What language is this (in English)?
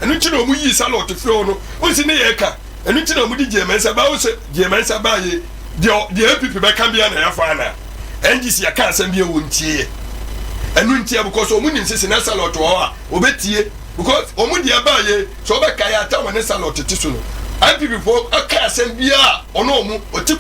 Akan